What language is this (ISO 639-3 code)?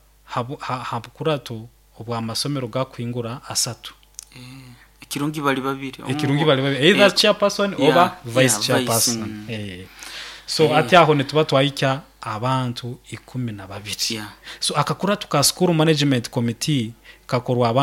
nyo